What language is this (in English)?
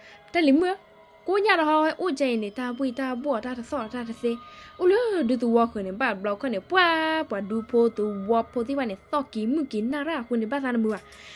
S'gaw Karen